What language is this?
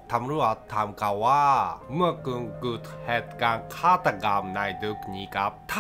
Thai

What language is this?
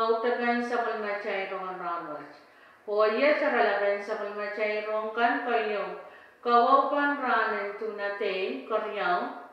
Pohnpeian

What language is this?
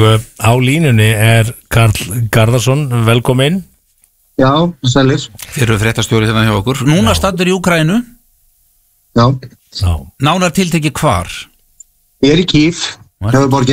Icelandic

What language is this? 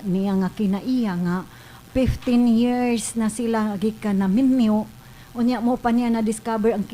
Cebuano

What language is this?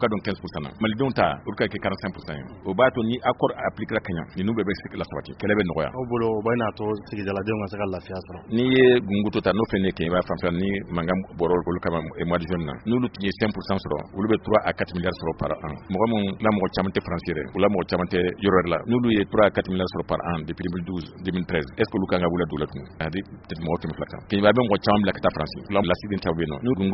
Bambara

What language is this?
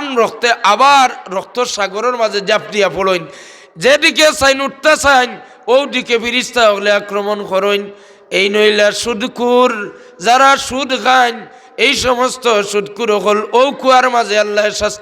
Sylheti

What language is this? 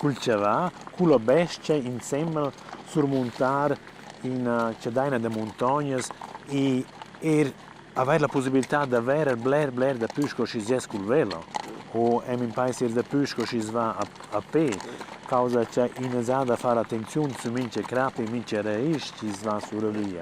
Romansh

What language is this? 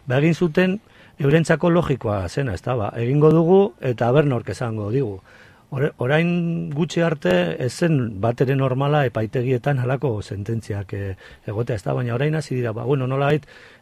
Basque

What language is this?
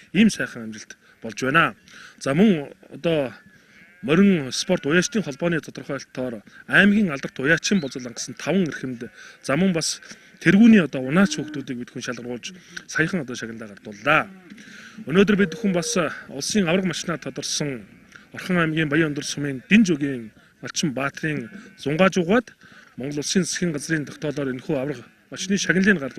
Mongolian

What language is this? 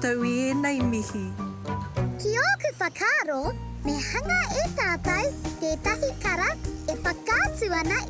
Māori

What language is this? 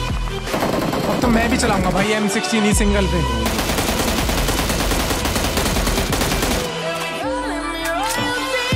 Hindi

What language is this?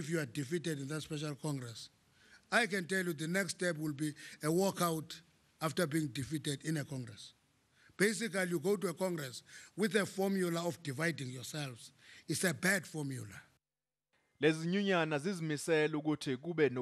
Zulu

